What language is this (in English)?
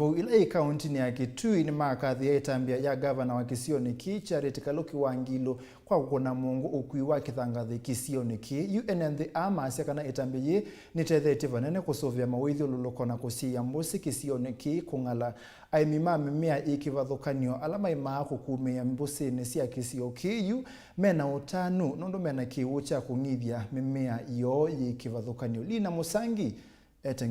Kamba